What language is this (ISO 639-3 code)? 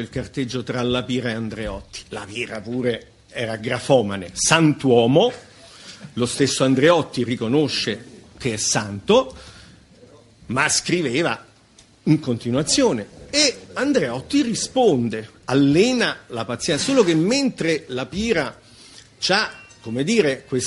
ita